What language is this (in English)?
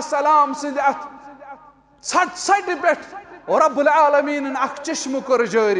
Kashmiri